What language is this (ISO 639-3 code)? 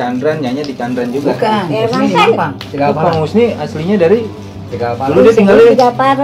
bew